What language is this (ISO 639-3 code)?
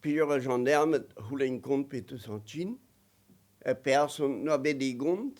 bre